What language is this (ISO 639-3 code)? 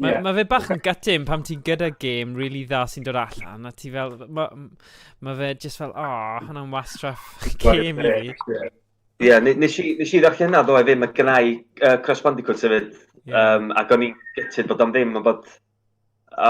cym